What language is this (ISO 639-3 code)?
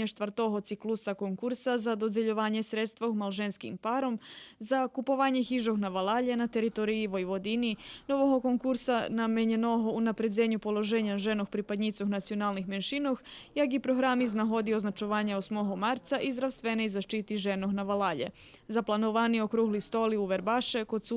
rue